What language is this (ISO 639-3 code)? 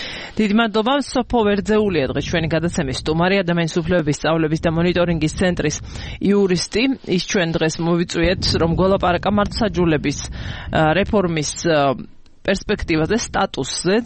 kat